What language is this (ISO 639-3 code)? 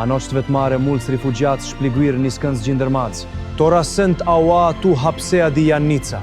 rup